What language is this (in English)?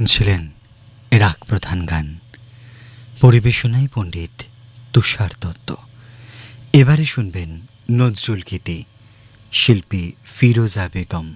Bangla